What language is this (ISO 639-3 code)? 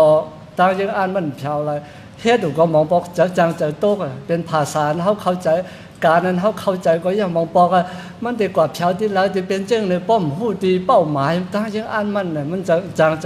shn